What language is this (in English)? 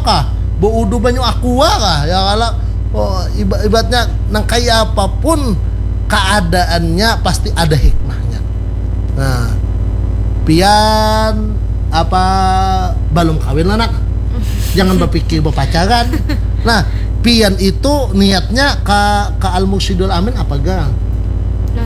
Banjar